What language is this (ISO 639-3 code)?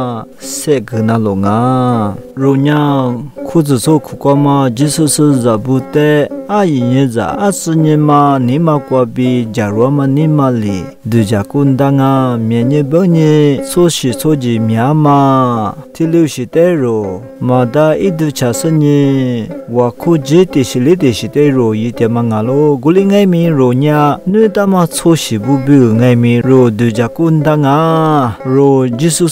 lis